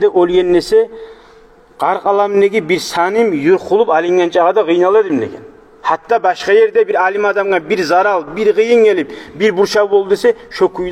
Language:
Kumyk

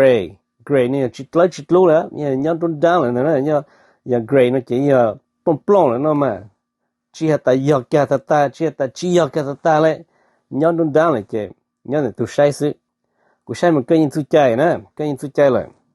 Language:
Hmong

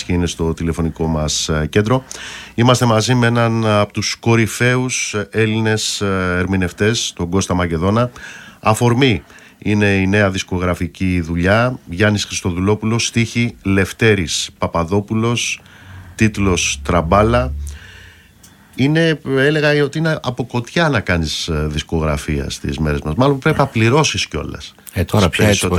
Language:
Greek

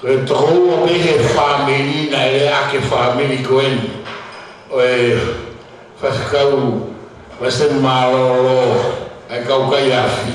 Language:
Tongan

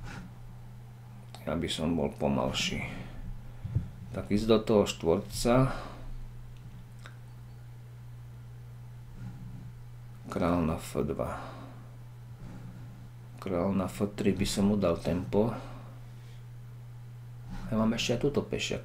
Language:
Slovak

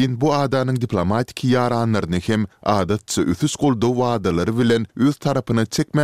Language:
Turkmen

